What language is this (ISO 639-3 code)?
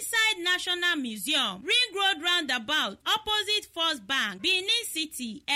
pcm